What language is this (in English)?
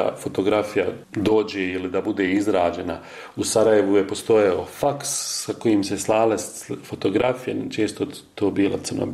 Bosnian